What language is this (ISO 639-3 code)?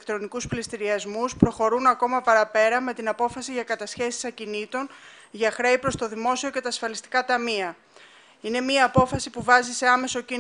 ell